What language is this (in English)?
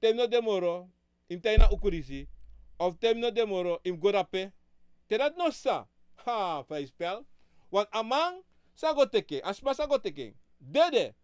Sranan Tongo